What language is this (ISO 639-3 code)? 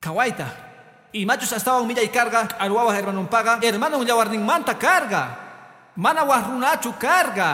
que